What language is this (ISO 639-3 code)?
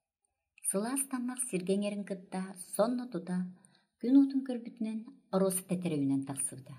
sah